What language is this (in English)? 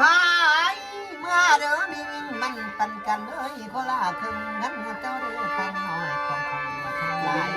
Northeastern Thai